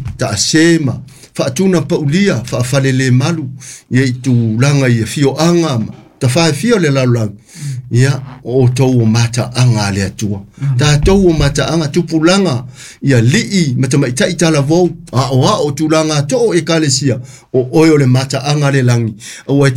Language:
Samoan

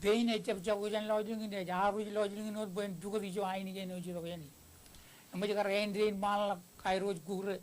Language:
Marshallese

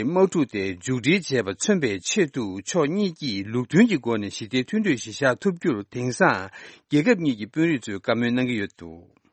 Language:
Tibetan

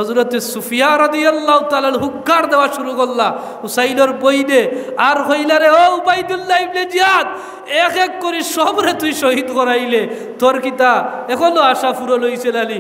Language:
Sylheti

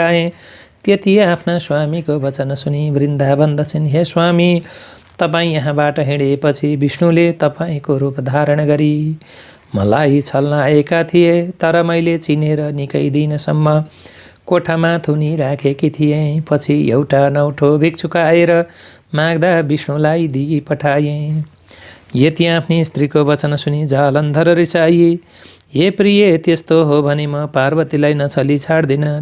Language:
Nepali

